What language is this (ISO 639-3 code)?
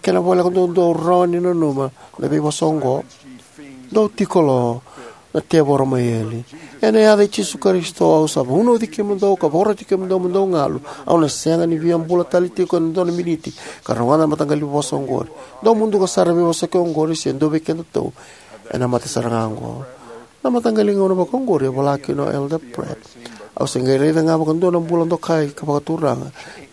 fij